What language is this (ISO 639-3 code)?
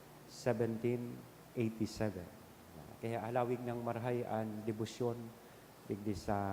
bik